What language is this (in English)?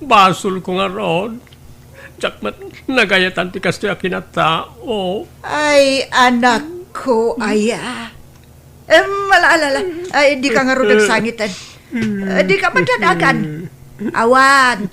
Iloko